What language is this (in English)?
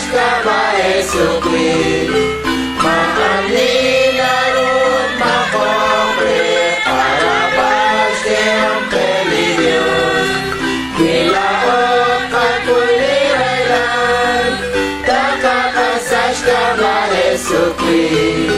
Kekchí